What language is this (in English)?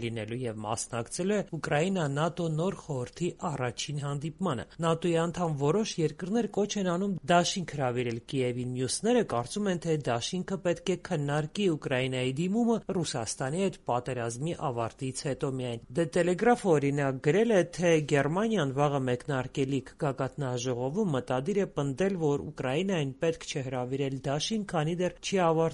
Armenian